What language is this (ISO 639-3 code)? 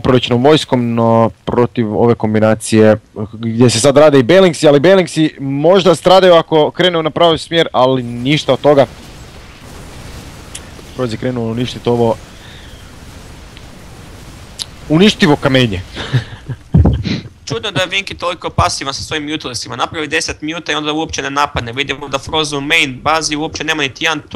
hrv